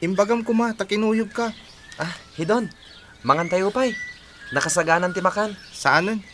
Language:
Iloko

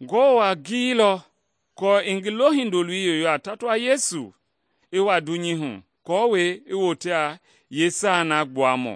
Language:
Mende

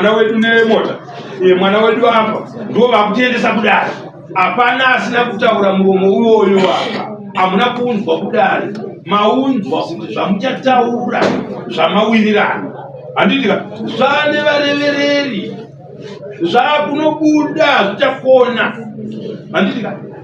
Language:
Shona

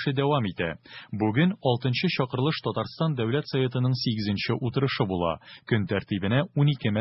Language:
Tatar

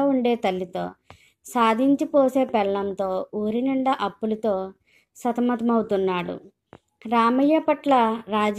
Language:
Telugu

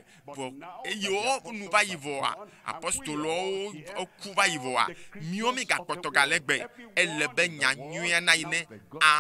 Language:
Ewe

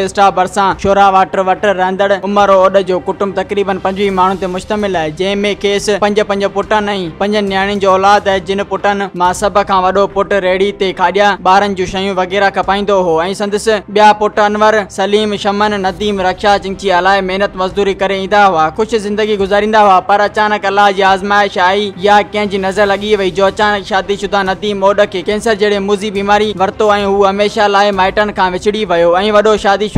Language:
Sindhi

